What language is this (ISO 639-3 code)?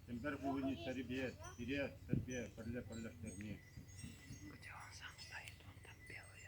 chv